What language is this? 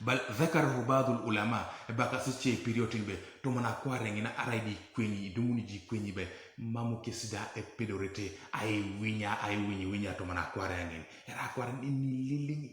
Teso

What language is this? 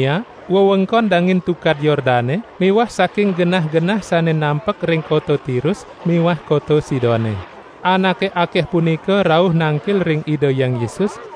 Balinese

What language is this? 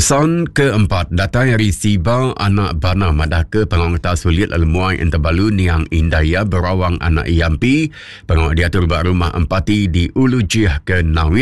Iban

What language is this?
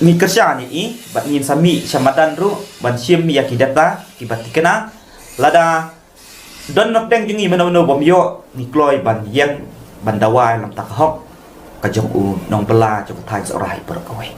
Khasi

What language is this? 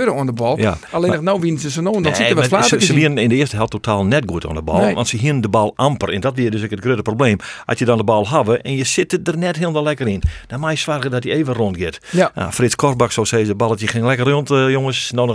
Western Frisian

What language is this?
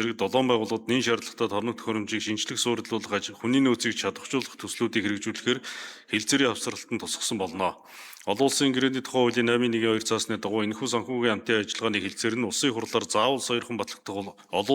Mongolian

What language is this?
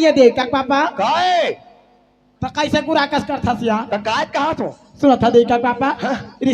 Chhattisgarhi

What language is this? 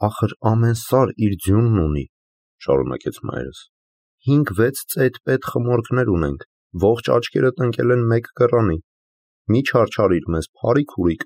Armenian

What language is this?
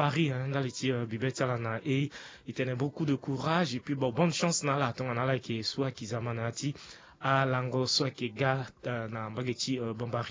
Sango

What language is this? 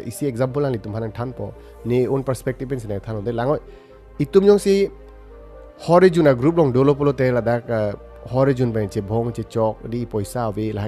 Karbi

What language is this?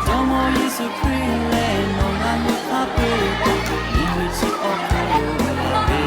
Lahu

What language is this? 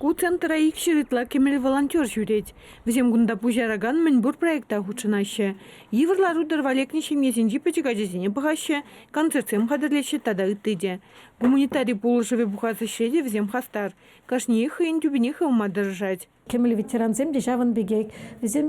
Chuvash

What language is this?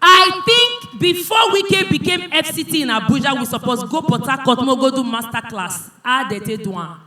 Nigerian Pidgin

